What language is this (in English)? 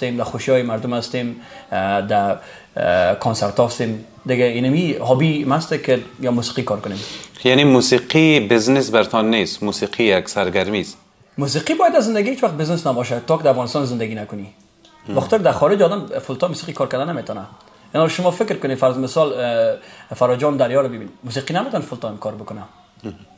Persian